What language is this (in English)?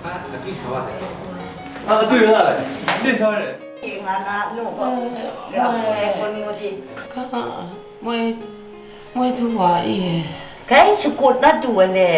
Kachin